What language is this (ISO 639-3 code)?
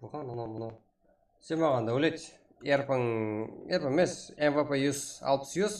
kaa